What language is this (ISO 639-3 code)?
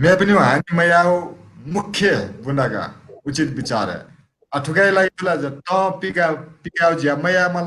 new